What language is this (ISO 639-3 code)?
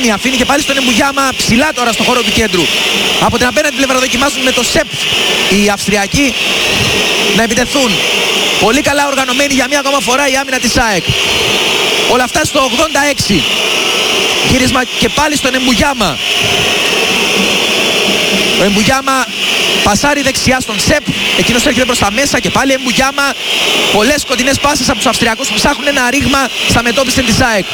ell